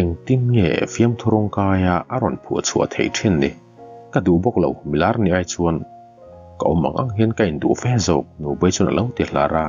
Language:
Mizo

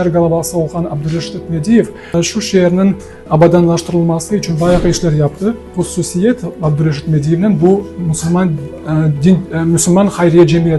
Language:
Crimean Tatar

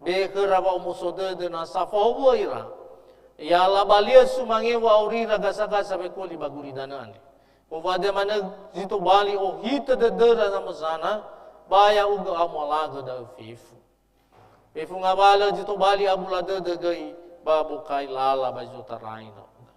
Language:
Nias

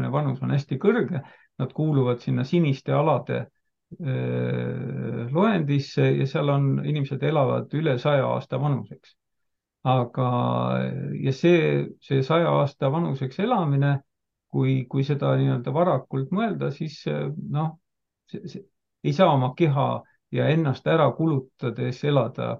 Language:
Estonian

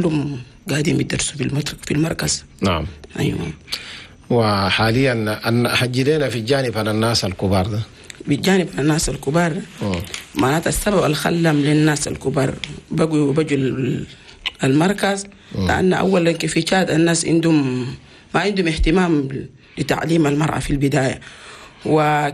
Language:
Chadian Arabic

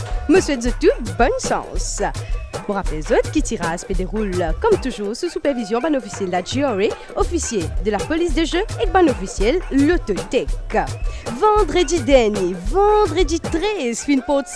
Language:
Morisyen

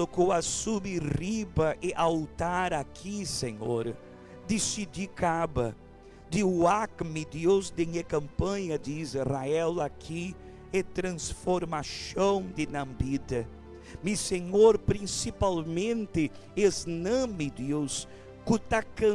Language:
Papiamento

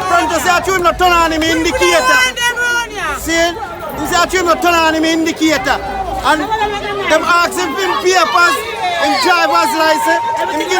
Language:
Jamaican Creole English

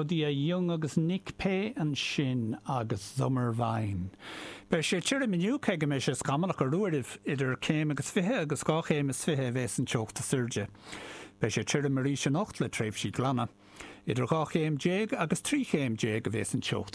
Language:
Irish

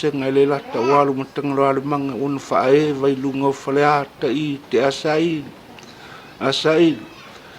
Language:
Samoan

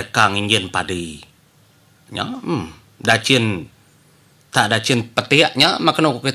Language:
Iban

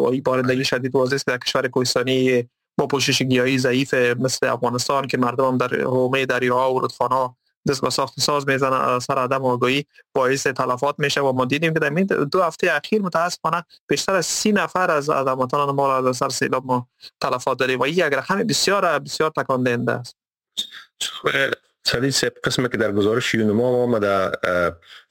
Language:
Persian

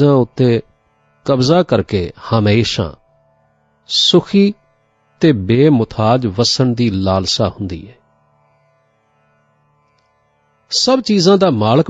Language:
Punjabi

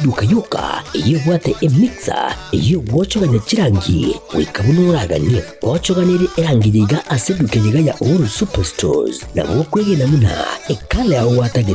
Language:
Gusii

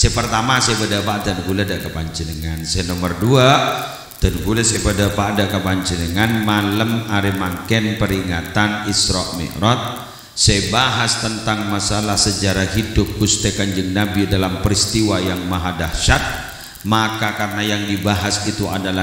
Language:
Madurese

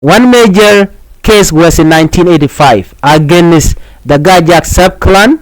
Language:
Nuer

